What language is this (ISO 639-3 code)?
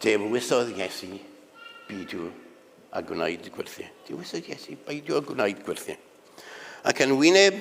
cym